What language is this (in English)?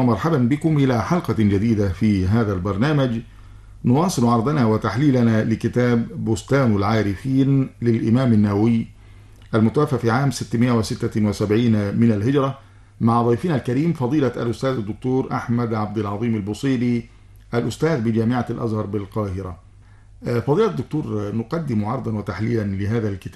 Arabic